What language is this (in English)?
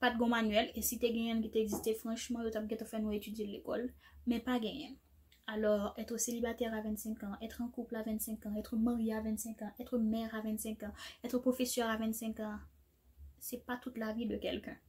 Haitian Creole